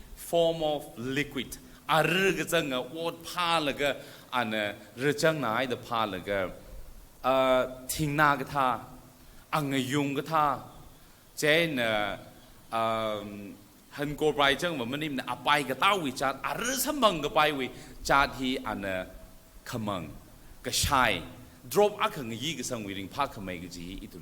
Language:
Tangkhul Naga (India)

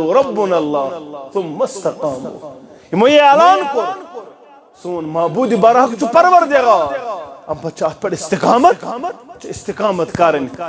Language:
Kashmiri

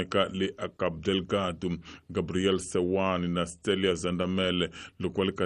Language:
Tsonga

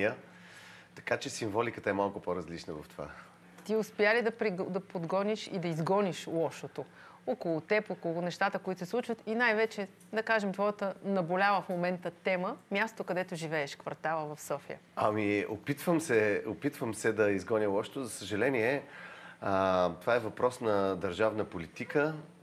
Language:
Bulgarian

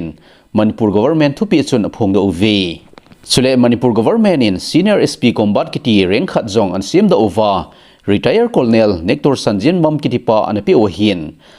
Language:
Thado Chin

